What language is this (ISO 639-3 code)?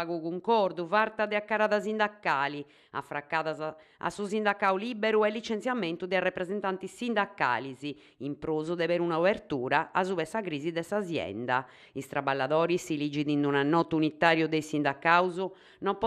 srd